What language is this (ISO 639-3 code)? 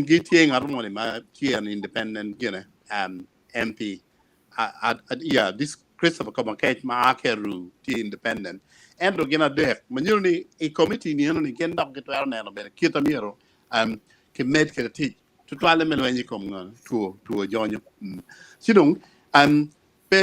ach